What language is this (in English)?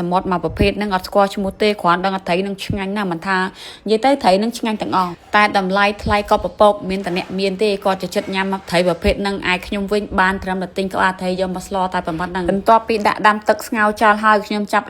Khmer